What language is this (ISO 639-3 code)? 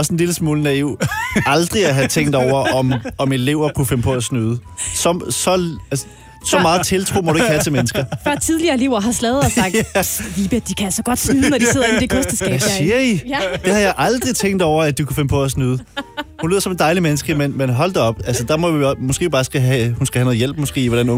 dan